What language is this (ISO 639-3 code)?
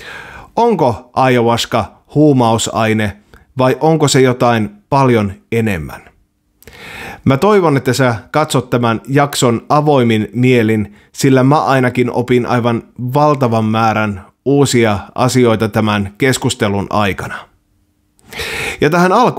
fin